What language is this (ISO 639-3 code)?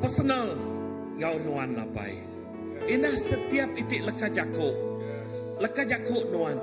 iba